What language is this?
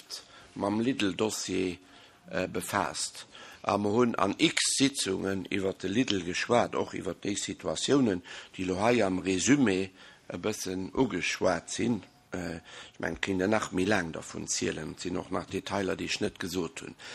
Luxembourgish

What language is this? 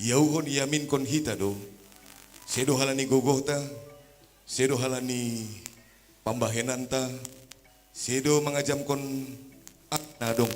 Batak Simalungun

